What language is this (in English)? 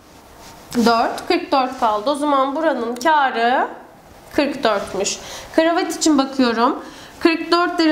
Turkish